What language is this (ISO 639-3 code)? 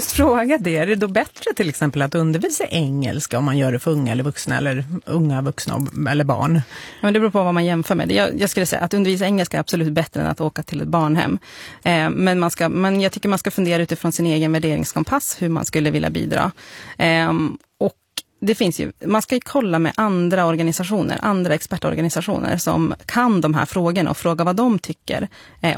swe